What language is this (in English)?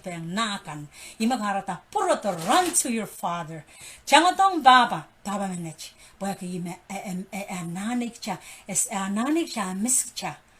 Pohnpeian